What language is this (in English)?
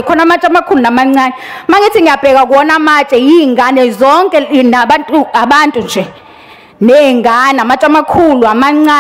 Zulu